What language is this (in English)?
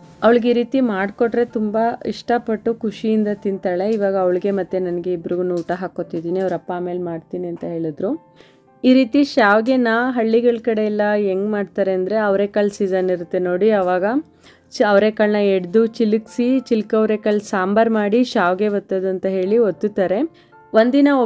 Kannada